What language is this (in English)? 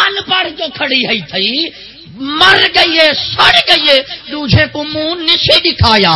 Saraiki